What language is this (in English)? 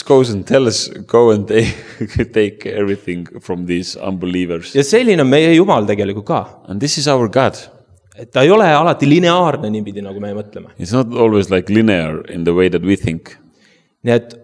Estonian